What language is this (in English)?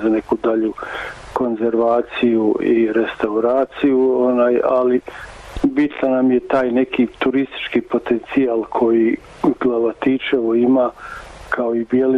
Bosnian